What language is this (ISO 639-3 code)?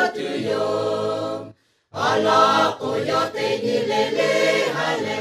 lhu